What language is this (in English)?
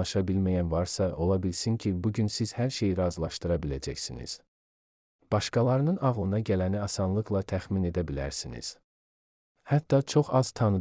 Azerbaijani